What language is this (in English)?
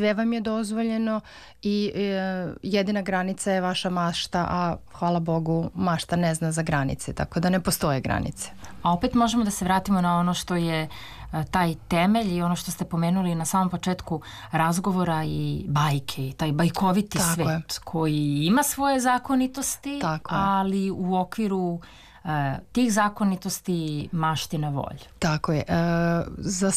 Serbian